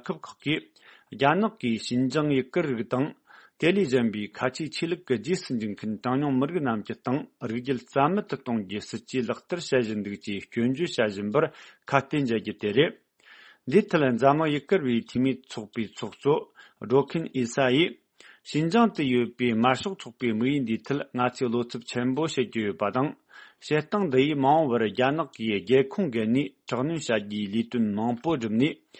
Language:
Tibetan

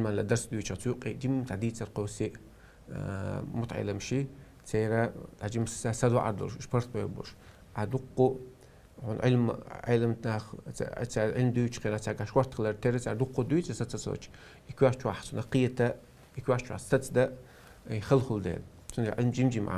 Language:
Chechen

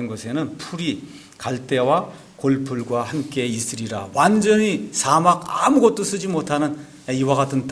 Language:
Korean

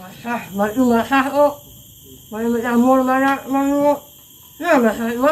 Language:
Banjar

